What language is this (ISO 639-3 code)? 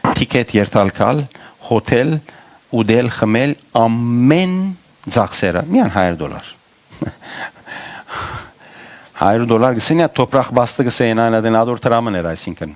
hyw